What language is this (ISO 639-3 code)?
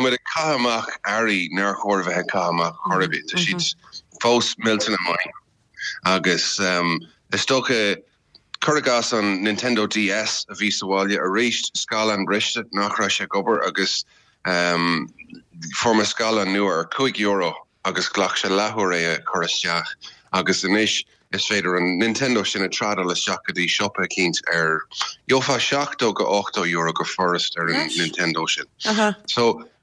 gle